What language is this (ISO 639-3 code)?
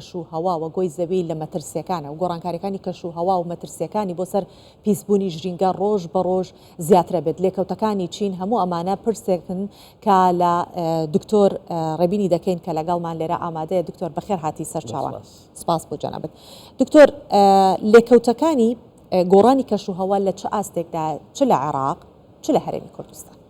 ckb